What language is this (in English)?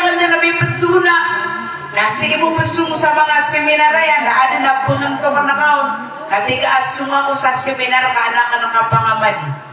Maranao